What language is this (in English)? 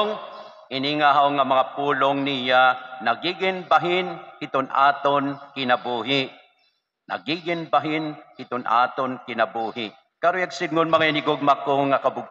Waray